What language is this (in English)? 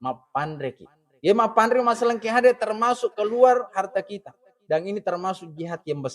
Buginese